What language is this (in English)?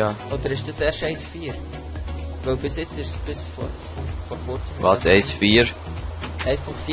Swiss German